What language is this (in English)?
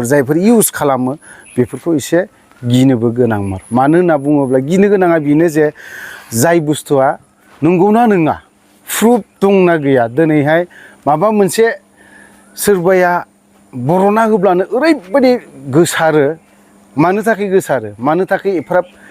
Bodo